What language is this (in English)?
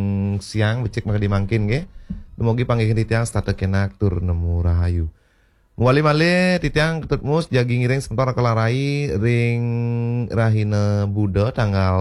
Balinese